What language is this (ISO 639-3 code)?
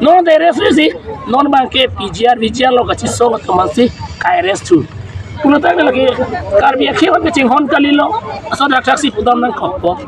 mjw